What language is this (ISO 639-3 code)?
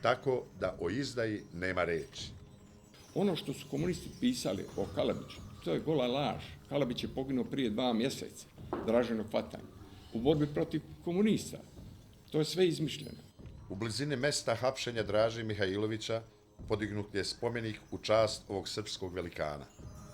bos